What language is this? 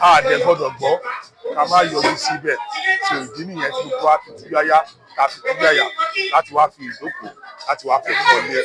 Yoruba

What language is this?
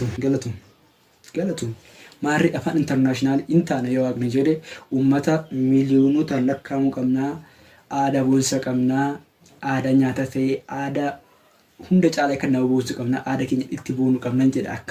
Oromo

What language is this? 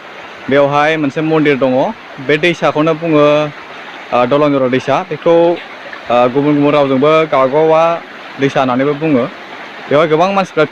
Bodo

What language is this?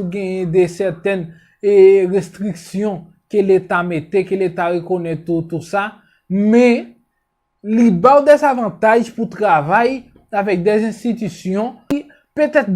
Haitian Creole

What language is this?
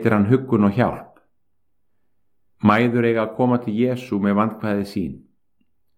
Icelandic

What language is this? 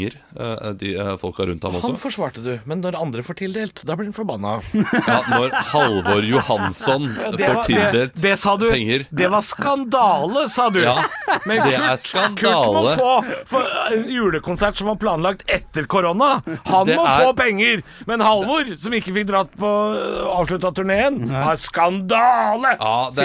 Norwegian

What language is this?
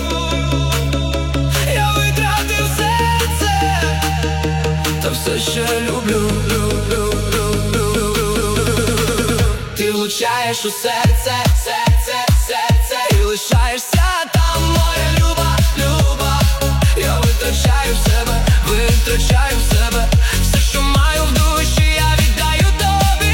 Ukrainian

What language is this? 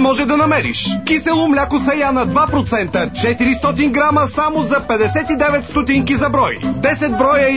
Bulgarian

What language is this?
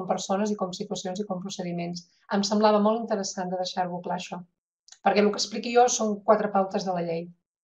Catalan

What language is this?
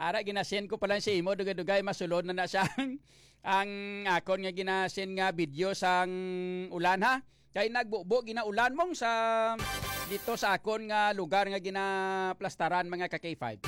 Hiligaynon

